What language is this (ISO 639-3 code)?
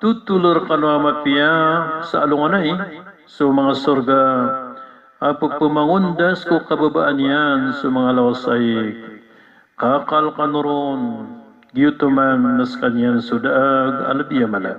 mrw